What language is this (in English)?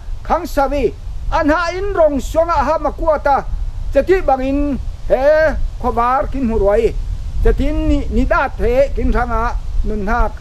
Falam Chin